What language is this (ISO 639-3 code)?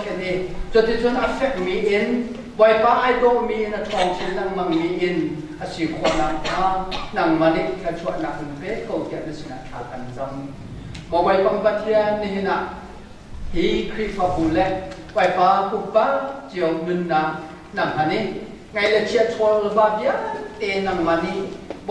cnh